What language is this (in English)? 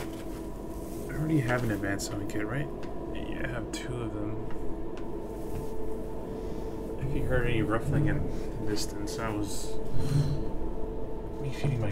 English